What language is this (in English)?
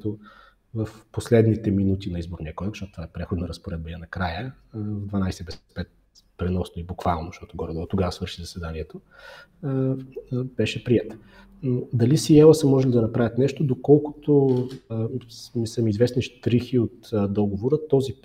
Bulgarian